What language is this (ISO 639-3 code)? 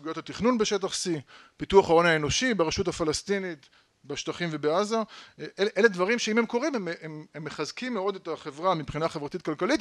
heb